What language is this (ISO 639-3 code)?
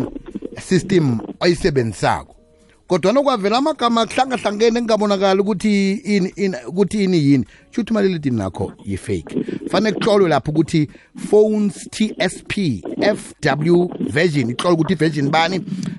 nbl